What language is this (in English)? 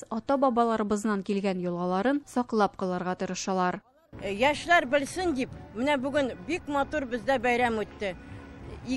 Tatar